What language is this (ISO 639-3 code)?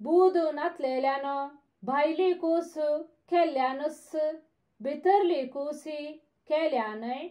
kok